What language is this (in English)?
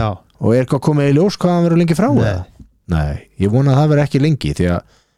Icelandic